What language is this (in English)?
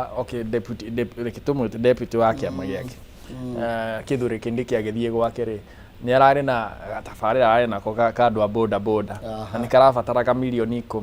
Kikuyu